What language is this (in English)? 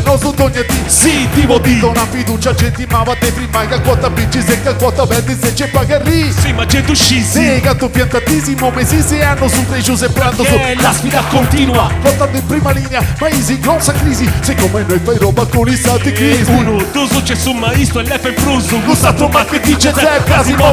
Sardinian